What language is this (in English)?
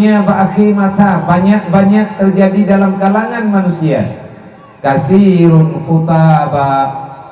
Achinese